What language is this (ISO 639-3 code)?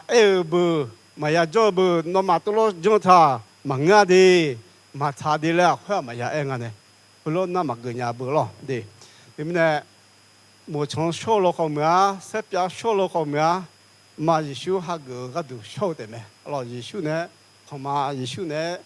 ahk